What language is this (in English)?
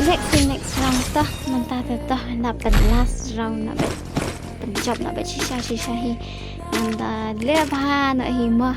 Khasi